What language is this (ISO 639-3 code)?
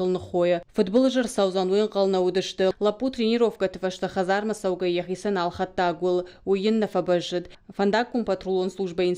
oss